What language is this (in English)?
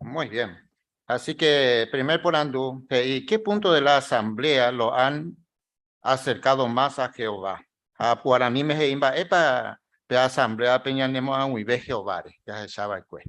Guarani